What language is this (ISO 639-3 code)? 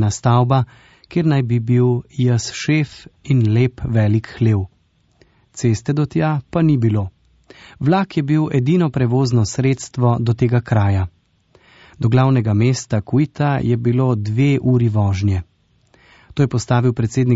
slv